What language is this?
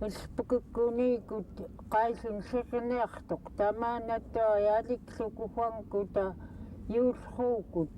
Central Yupik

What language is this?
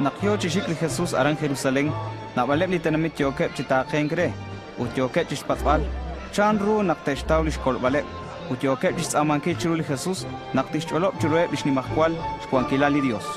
Kekchí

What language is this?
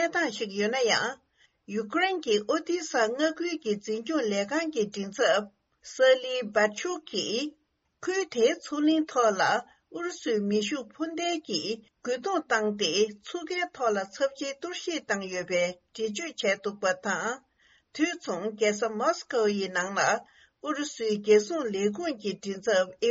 Tibetan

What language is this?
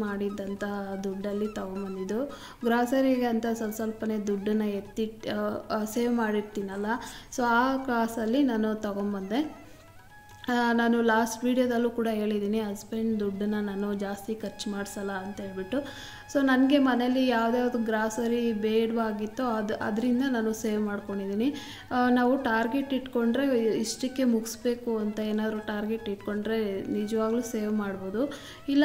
Kannada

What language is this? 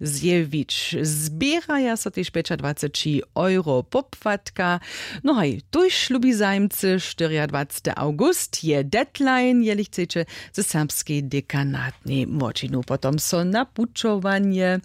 Upper Sorbian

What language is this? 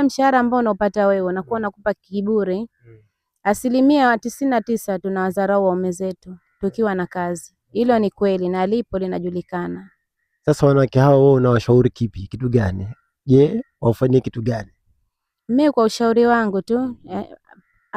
Swahili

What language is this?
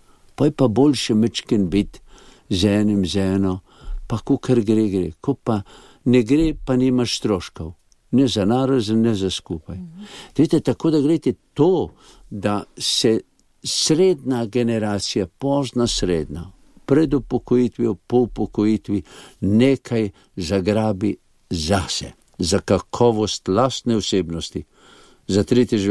Slovenian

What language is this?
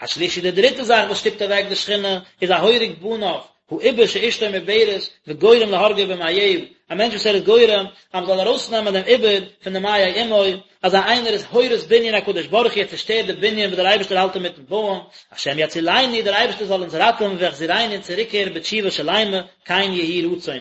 Yiddish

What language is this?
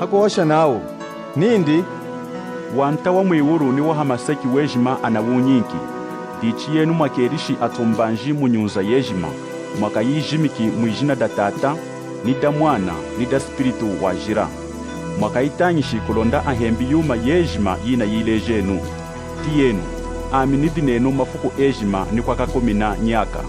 Lunda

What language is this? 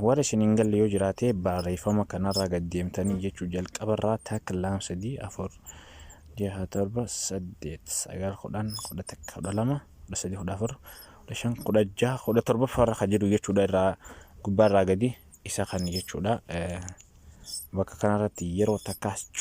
Oromo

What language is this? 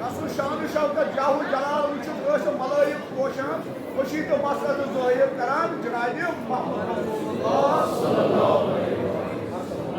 Kashmiri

